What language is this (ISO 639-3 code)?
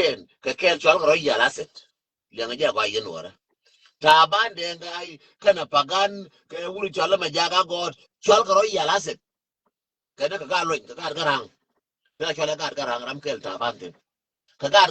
nus